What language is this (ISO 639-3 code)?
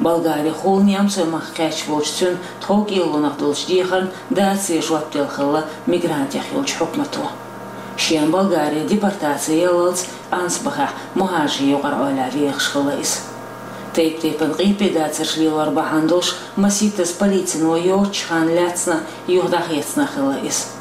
che